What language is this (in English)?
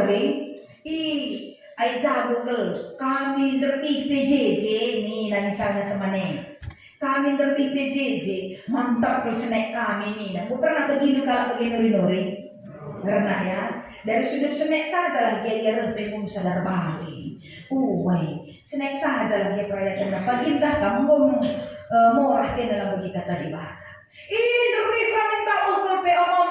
Batak Karo